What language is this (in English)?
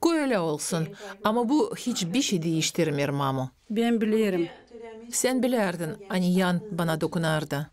Gagauz